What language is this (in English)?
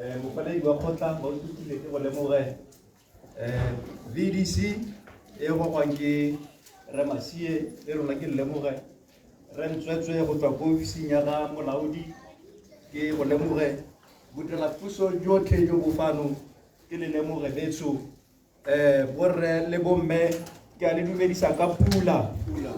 Tswana